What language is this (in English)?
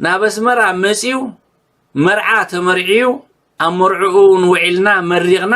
Tigrinya